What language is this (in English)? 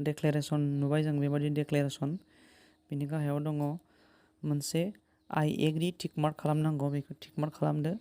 Bodo